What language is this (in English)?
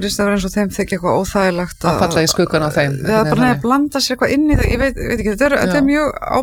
Icelandic